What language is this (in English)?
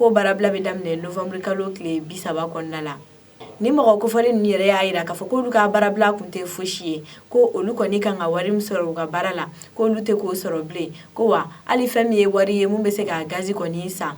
Bambara